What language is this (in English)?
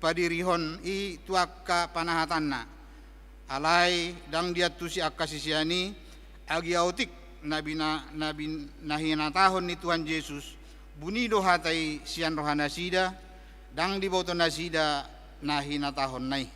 Batak Toba